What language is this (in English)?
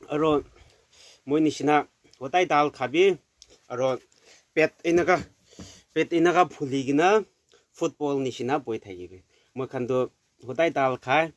Naga Pidgin